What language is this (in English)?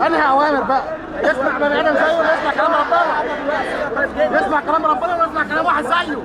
Egyptian Arabic